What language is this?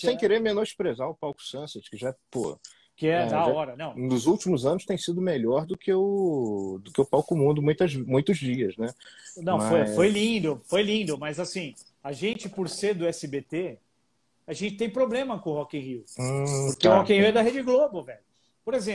Portuguese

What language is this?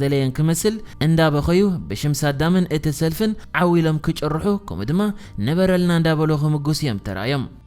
Tigrinya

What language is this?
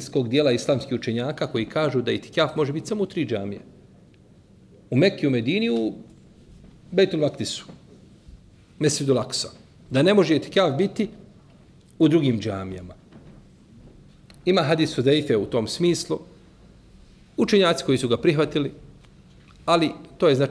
Bosnian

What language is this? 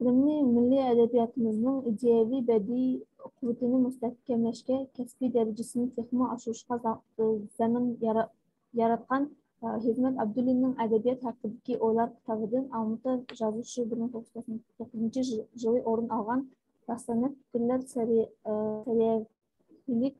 Uyghur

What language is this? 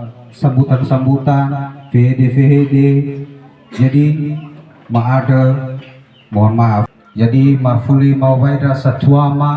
Nias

